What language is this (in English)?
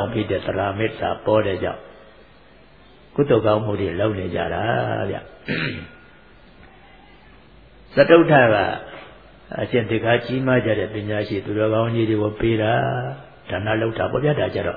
Burmese